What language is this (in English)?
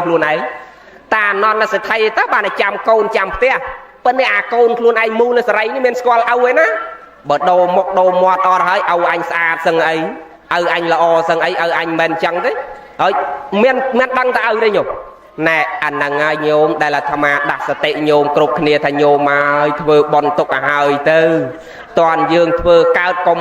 Khmer